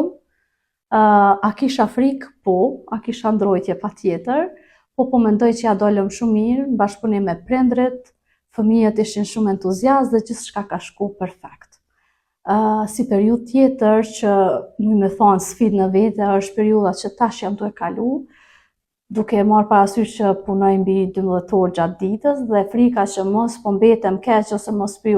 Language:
Albanian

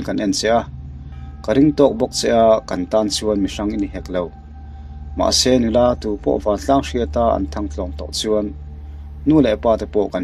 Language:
Mizo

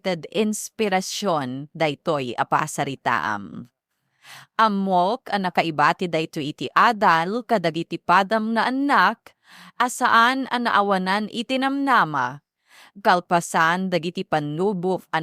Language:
Iloko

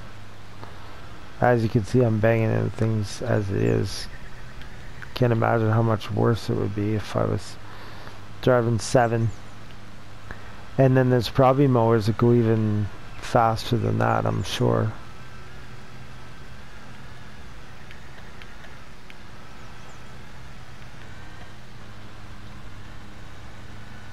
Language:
English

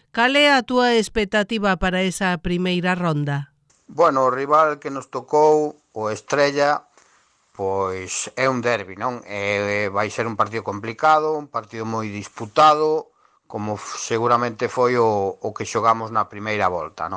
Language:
Galician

